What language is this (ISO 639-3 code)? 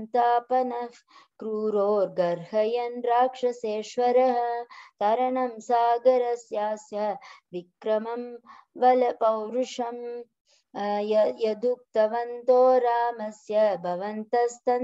san